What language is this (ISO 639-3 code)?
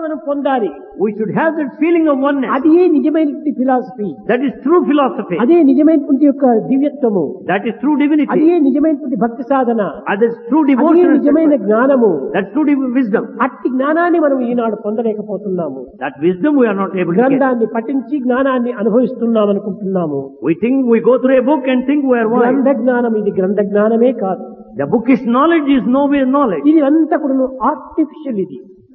tel